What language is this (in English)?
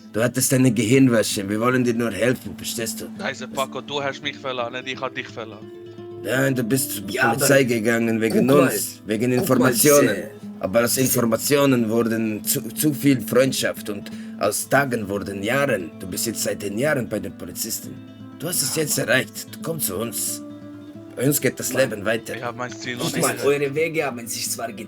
Swiss German